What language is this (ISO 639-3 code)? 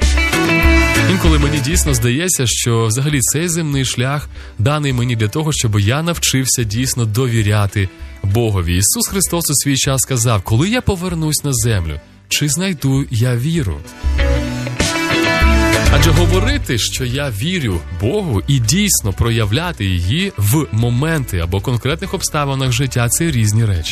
ukr